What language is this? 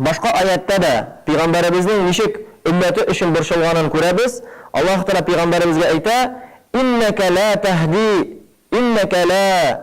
Tatar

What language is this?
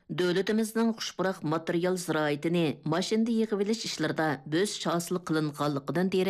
Uyghur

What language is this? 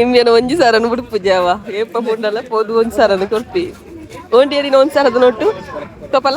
Tulu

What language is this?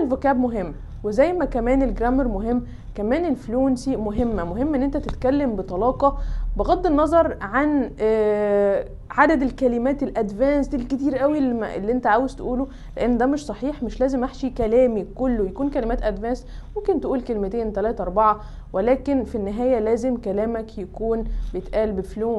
Egyptian Arabic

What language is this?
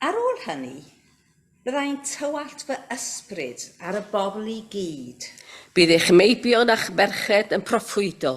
Welsh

